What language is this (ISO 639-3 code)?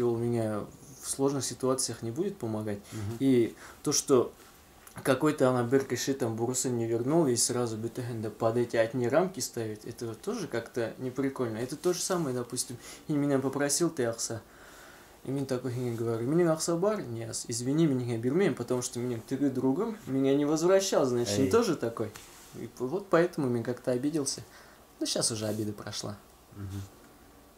bak